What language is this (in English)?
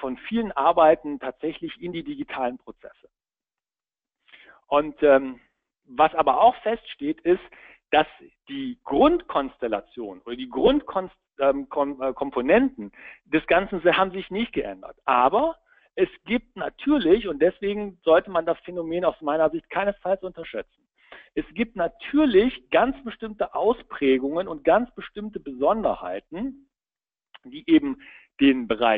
German